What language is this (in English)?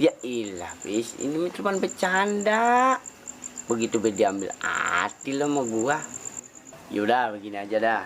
Betawi